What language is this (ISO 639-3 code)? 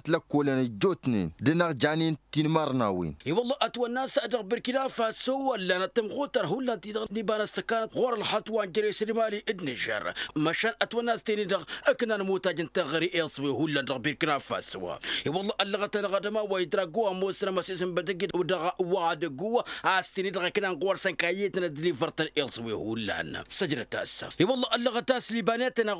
taq